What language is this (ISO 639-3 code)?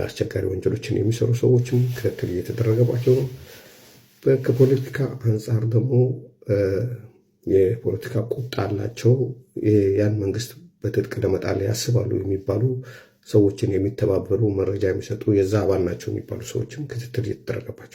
amh